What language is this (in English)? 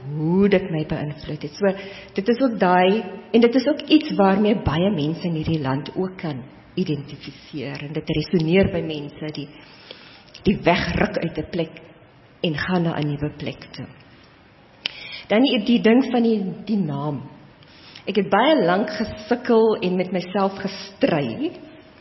Afrikaans